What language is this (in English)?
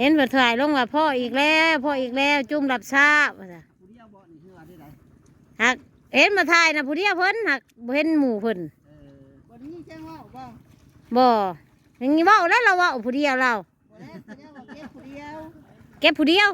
Northeastern Thai